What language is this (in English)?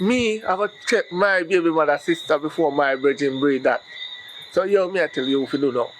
Jamaican Creole English